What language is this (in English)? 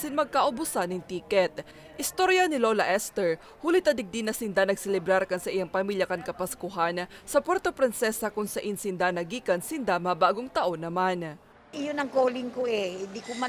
Bikol